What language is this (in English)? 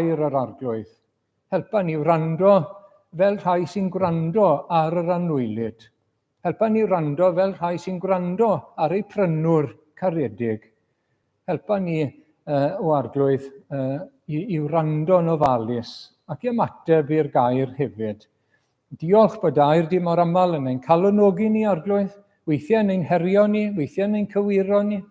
Welsh